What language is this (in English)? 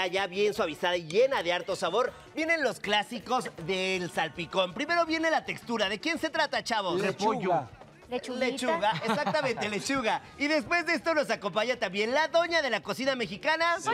Spanish